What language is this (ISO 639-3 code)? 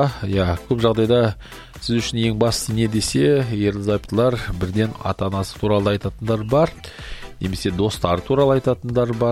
kaz